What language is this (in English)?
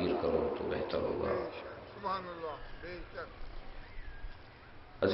Urdu